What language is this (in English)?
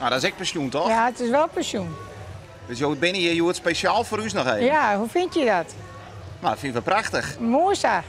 Western Frisian